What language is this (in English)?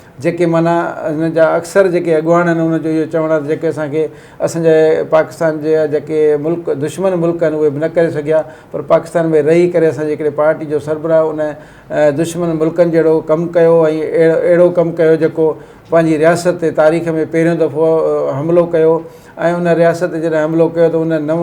Sindhi